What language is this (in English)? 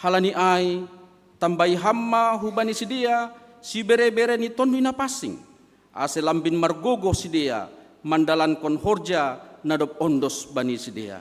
Batak Simalungun